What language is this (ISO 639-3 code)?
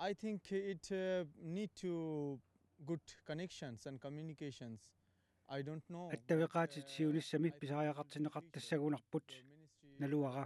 kal